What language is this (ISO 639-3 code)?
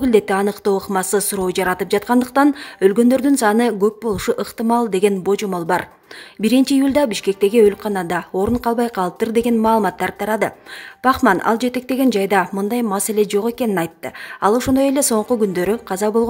kir